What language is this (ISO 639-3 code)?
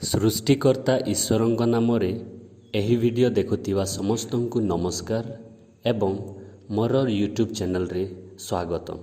ori